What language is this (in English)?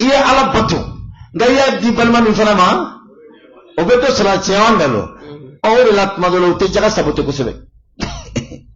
Bambara